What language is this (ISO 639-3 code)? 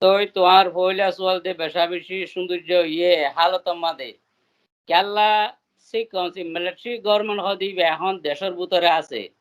rhg